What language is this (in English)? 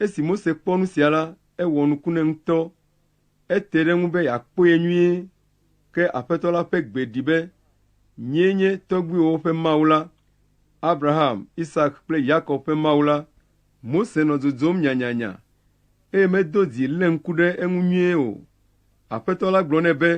Ewe